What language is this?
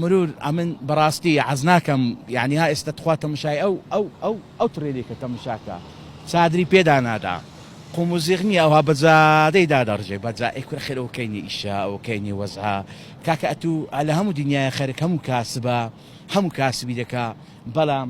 Central Kurdish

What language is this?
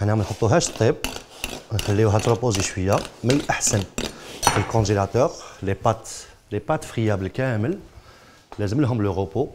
Algerian Arabic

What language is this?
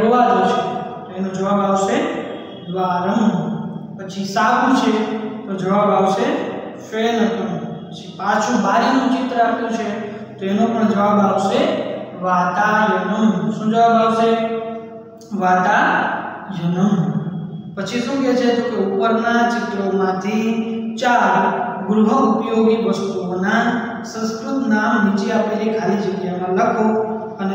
Gujarati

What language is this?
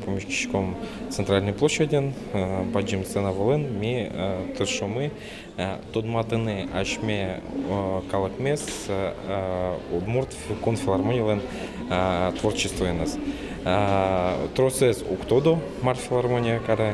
Udmurt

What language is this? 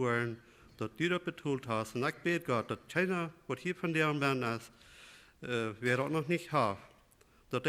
Plautdietsch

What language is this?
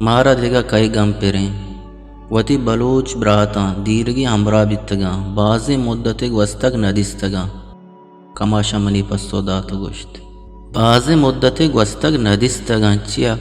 Eastern Balochi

